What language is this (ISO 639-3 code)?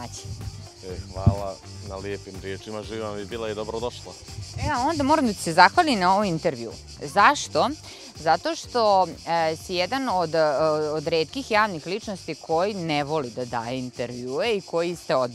srp